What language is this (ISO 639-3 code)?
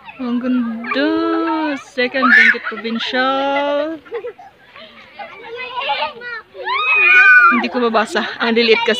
fil